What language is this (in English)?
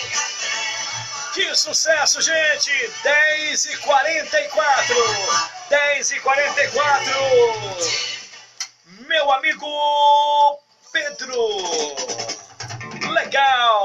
Portuguese